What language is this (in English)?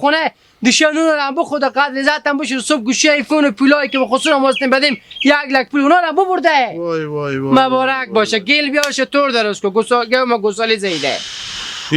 Hazaragi